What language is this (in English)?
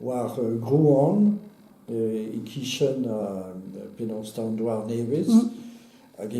Breton